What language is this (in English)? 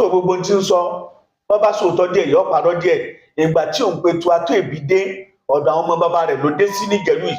Yoruba